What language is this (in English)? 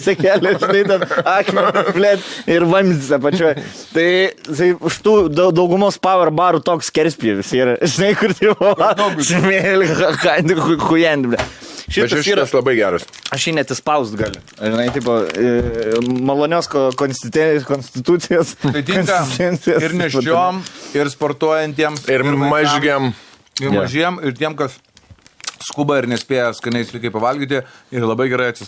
Lithuanian